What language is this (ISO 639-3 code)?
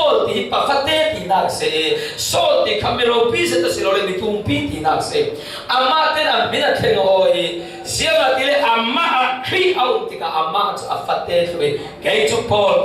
cfm